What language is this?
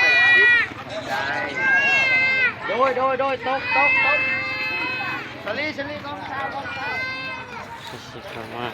Lao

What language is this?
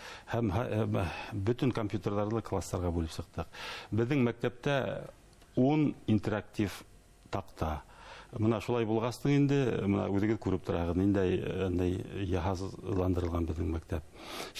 Bashkir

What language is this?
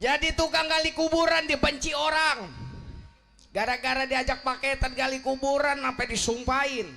Betawi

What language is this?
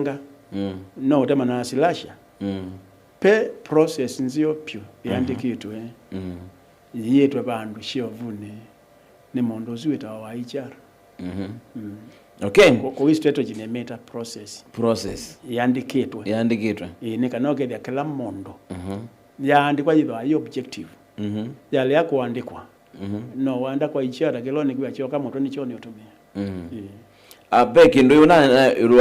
Kamba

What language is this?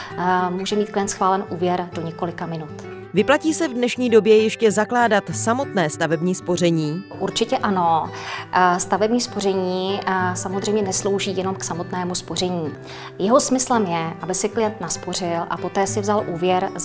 Czech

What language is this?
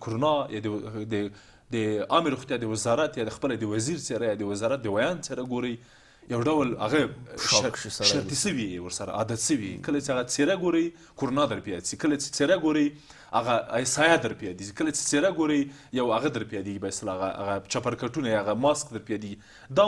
Pashto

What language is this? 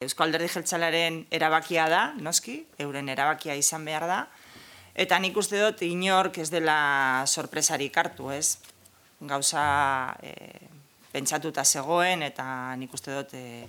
Basque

